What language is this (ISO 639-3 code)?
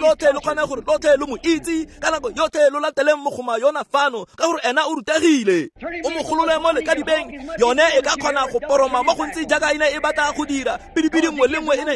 tsn